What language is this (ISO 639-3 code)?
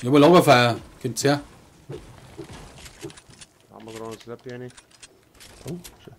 bar